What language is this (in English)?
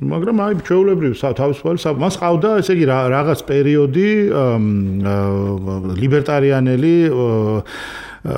Georgian